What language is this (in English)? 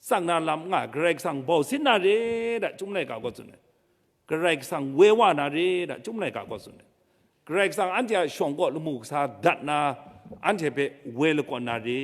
Kachin